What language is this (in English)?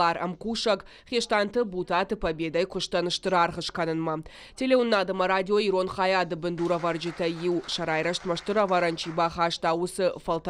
Ossetic